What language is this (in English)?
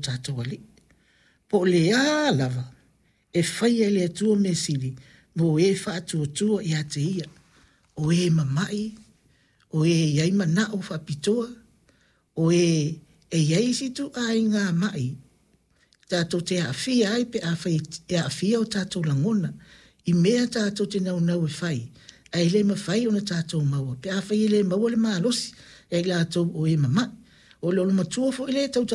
Samoan